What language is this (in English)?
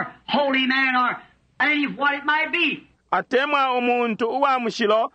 Bemba